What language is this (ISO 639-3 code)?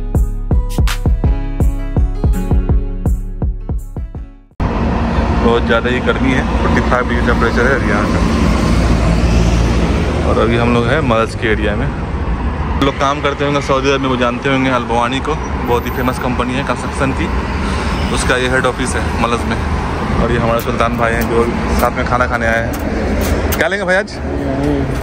hin